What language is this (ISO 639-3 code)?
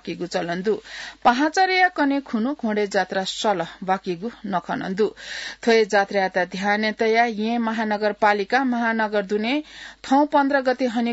new